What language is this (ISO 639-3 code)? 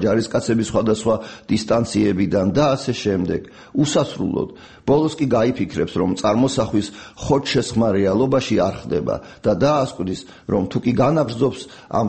kat